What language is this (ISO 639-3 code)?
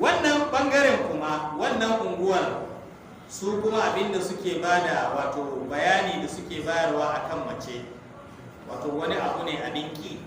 hau